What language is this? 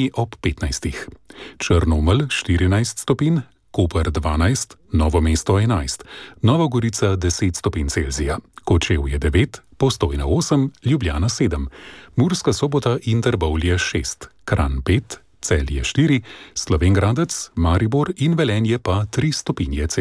Slovenian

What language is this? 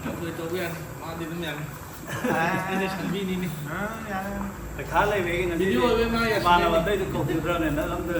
Manipuri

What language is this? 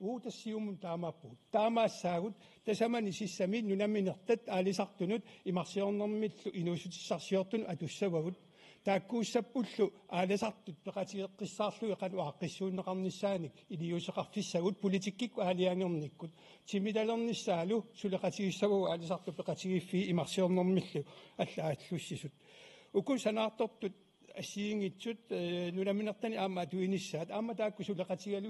Kalaallisut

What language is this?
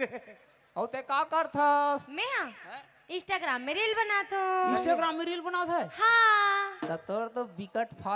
Chhattisgarhi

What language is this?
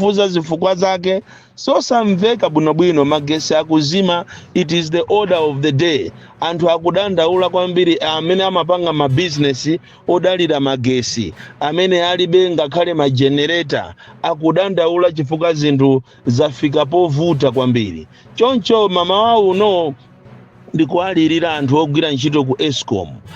Nyanja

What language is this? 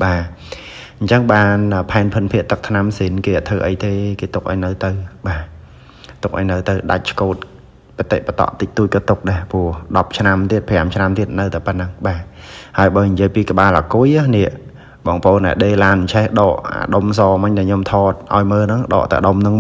Khmer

